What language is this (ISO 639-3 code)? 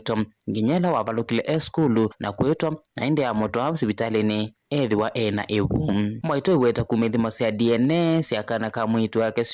kam